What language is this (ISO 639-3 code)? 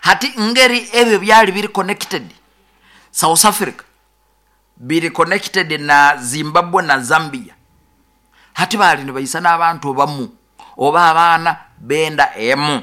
nyo